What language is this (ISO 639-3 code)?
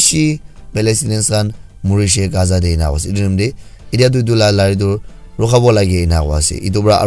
nag